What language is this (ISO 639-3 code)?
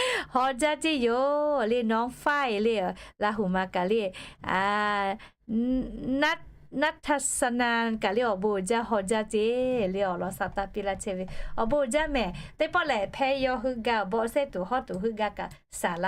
lhu